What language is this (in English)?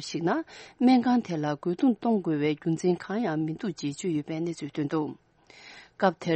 Tibetan